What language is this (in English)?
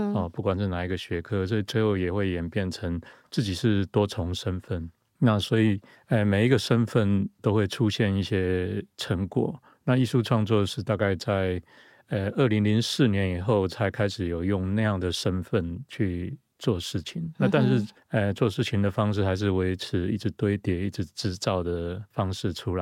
Chinese